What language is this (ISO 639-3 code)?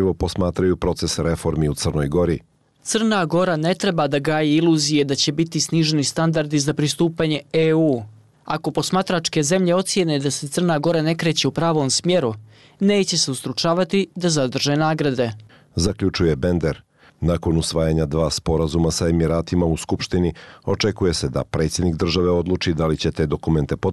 bos